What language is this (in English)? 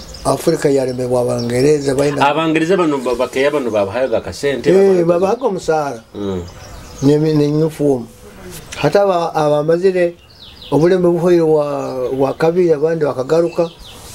Nyoro